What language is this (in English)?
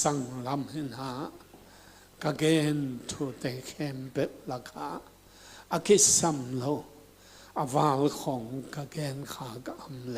Tedim Chin